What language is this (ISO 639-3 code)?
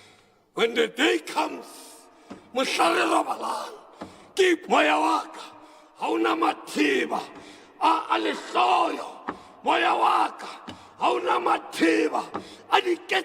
sot